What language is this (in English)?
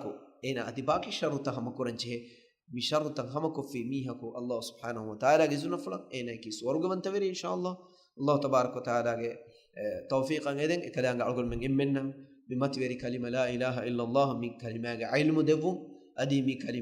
Divehi